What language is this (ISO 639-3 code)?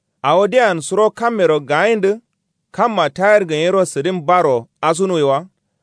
kau